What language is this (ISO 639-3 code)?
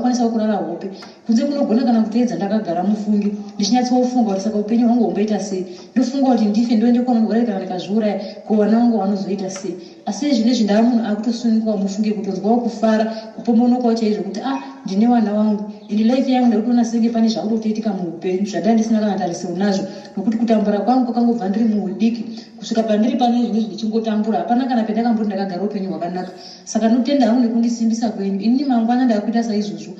sna